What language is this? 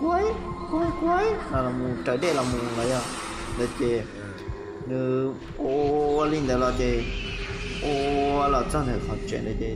Hmong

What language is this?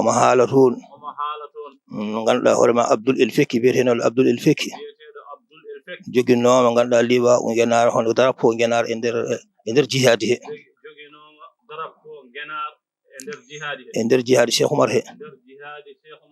Fula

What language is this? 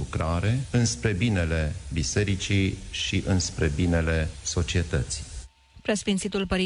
Romanian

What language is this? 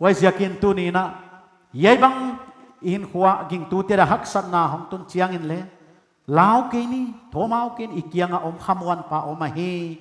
Paite Chin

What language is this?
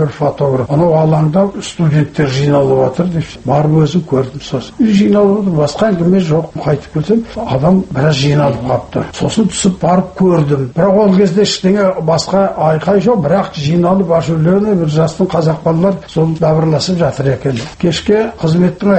Kazakh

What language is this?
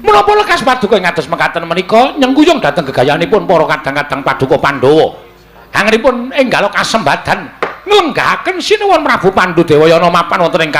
Javanese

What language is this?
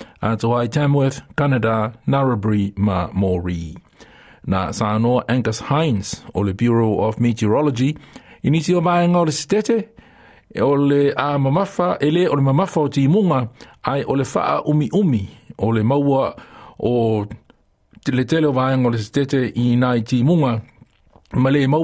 Samoan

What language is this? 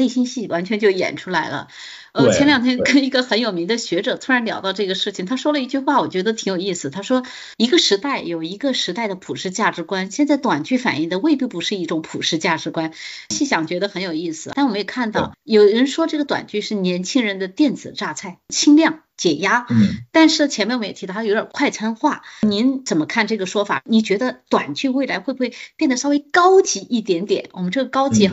Chinese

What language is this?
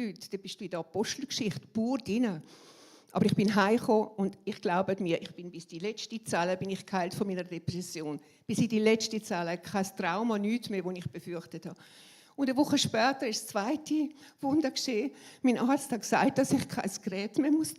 Swiss German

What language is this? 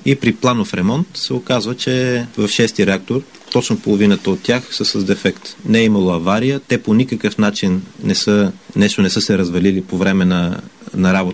Bulgarian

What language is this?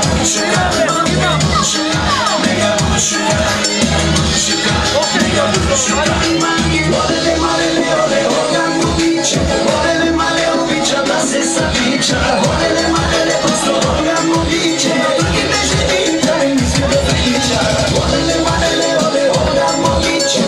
Bulgarian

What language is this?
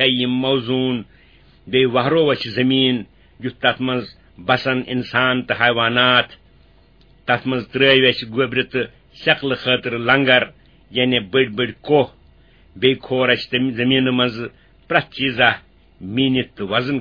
Kashmiri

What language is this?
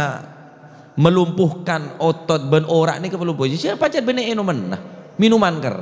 Madurese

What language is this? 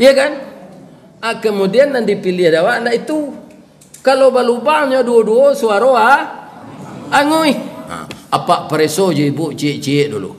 Minangkabau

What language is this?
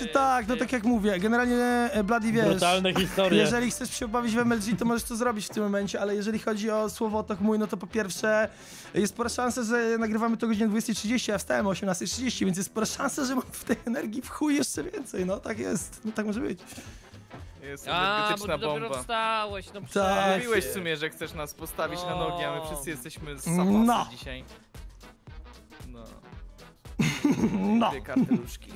Polish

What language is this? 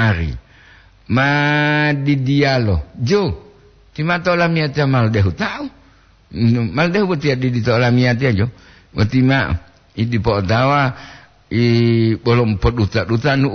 Gorontalo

